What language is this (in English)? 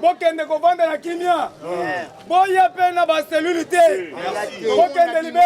Lingala